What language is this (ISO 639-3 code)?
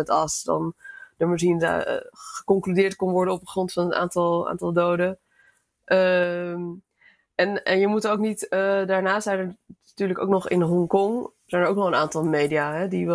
nld